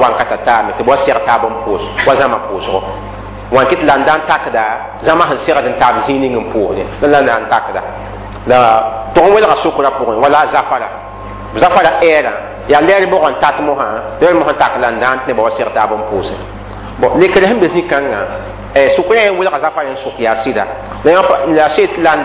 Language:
Mossi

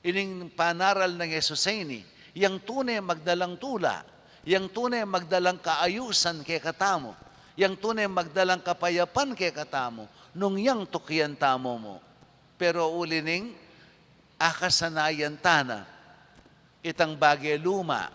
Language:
Pampanga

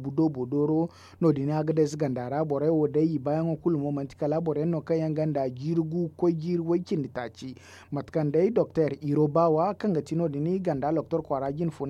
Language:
Zarma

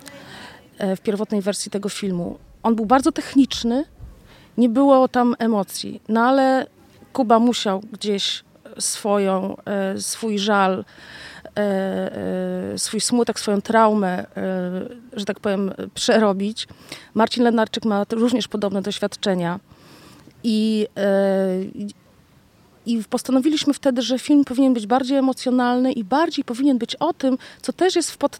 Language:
Polish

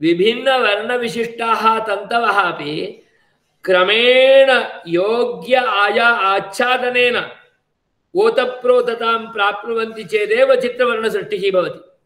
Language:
Sanskrit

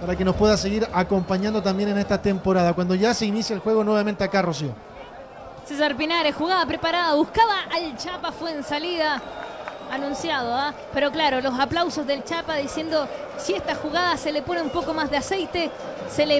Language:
Spanish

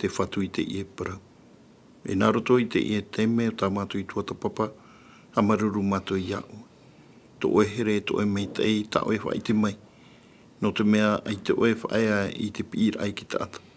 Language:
Tahitian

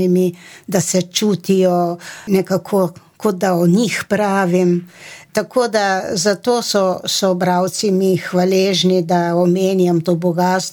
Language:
Slovenian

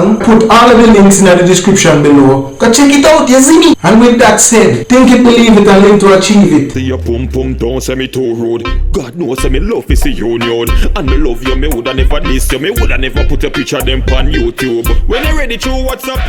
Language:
Jamaican Creole English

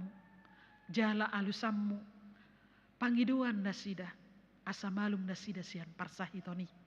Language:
Batak Toba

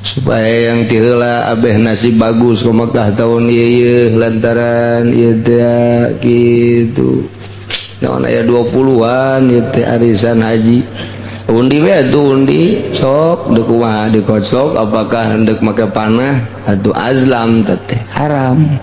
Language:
Sundanese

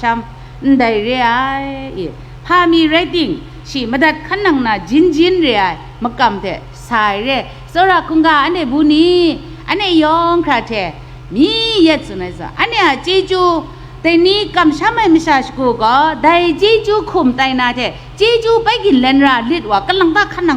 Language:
Kachin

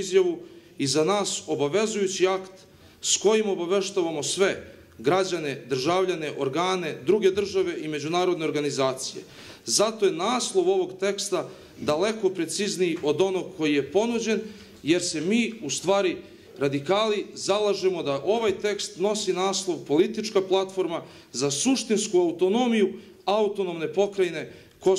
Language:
Serbian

